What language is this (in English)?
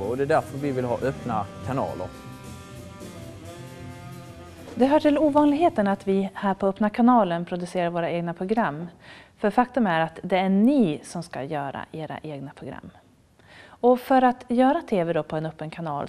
Swedish